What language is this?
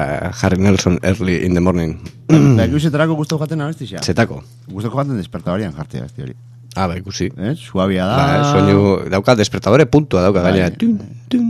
Basque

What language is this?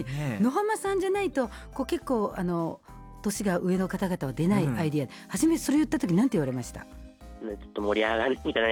Japanese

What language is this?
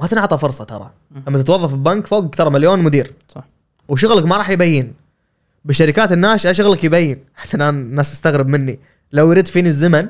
Gulf Arabic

